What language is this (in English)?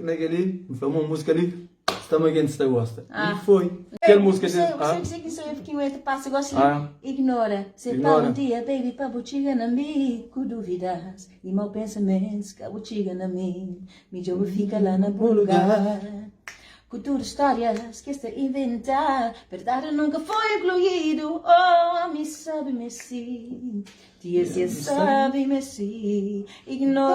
Kabuverdianu